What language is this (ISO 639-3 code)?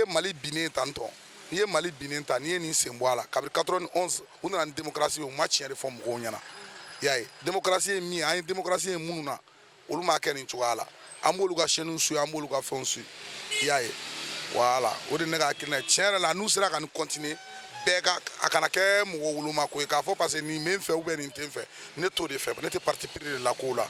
bam